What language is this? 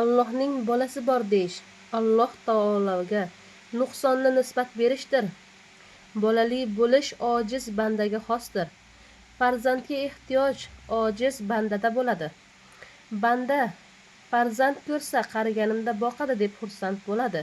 Uzbek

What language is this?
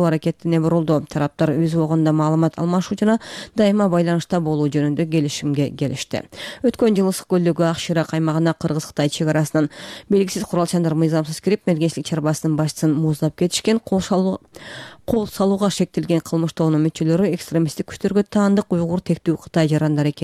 Kyrgyz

